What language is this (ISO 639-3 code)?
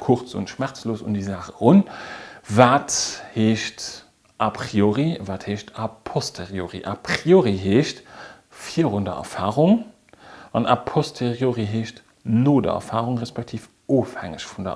ltz